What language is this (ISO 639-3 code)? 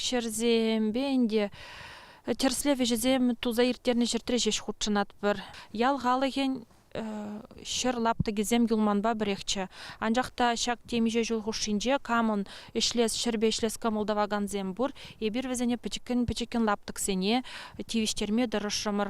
chv